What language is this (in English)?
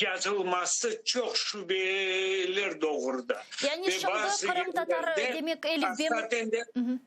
Crimean Tatar